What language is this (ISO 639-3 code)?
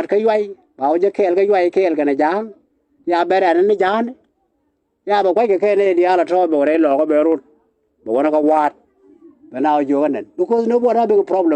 nus